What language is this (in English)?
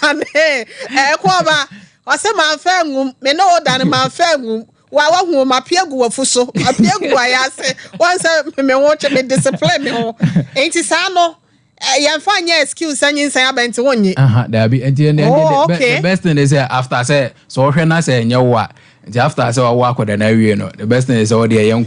Akan